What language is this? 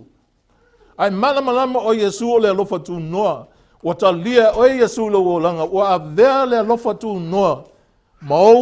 Samoan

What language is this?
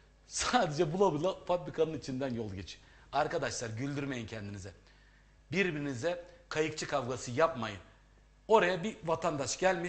Turkish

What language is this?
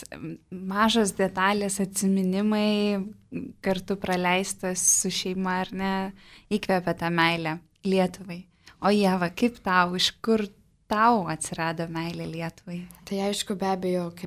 Lithuanian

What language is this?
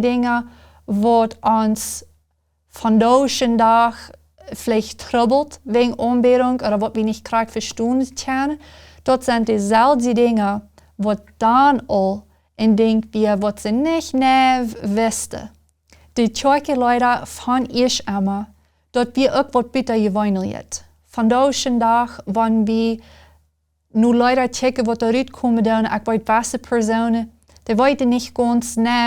Plautdietsch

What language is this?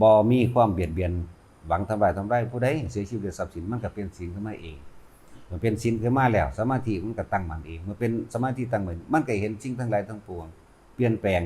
Northeastern Thai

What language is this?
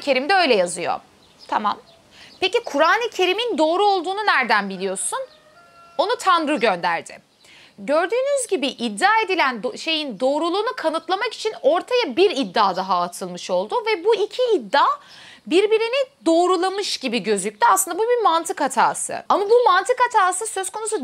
Turkish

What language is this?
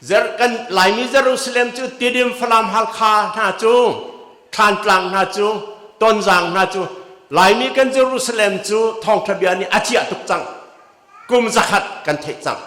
Hakha Chin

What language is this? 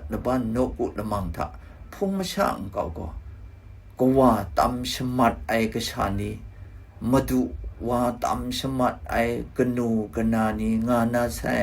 Kachin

